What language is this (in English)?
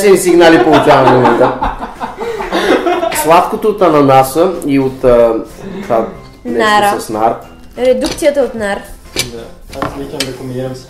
Bulgarian